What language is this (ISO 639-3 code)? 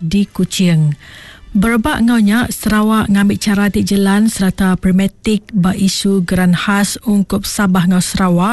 iba